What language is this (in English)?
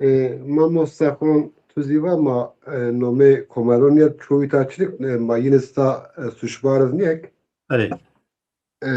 Zaza